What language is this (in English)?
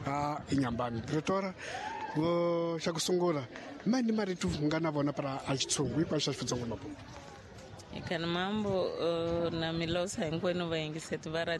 Tsonga